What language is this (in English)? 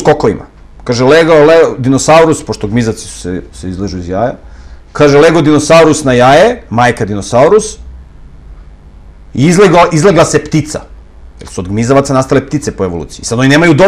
Serbian